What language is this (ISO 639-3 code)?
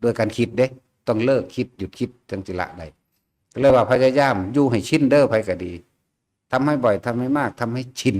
tts